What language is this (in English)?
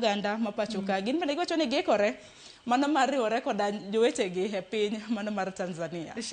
Luo (Kenya and Tanzania)